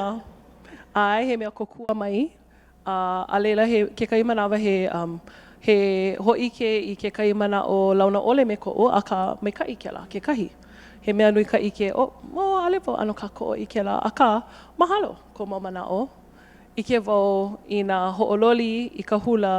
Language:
Hawaiian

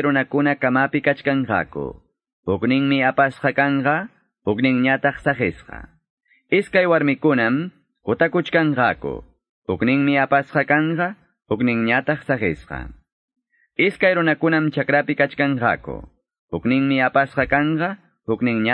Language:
Ayacucho Quechua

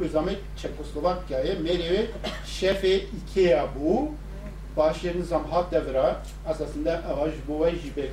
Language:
Kurdish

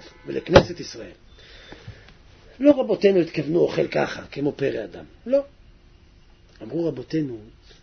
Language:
Hebrew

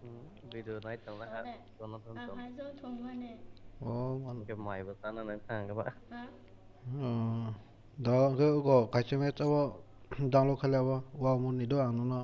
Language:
Kok Borok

